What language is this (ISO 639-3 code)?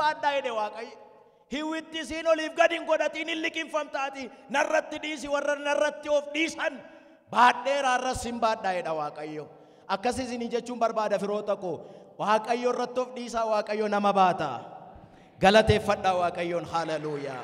orm